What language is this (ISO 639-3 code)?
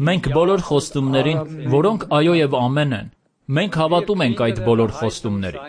hye